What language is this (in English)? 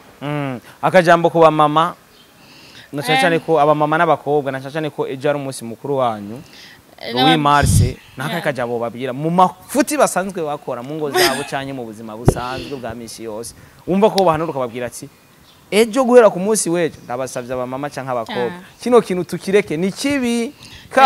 Rundi